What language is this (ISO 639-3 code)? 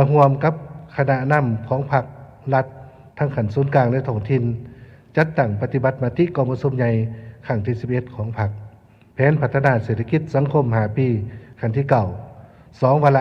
lao